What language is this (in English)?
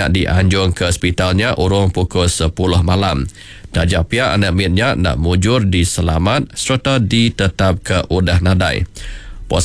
Iban